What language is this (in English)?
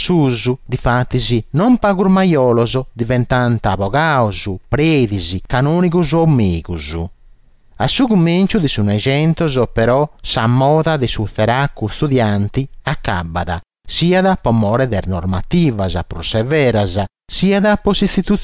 Sardinian